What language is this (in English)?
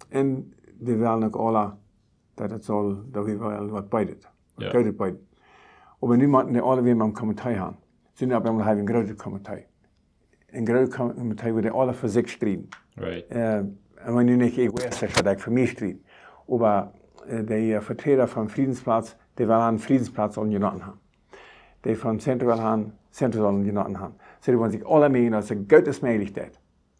Plautdietsch